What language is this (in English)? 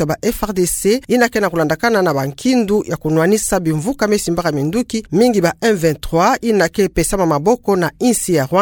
Kituba (Democratic Republic of Congo)